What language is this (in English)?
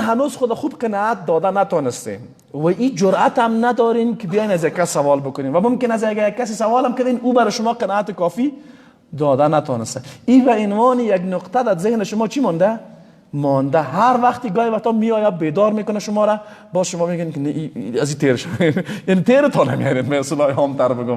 Persian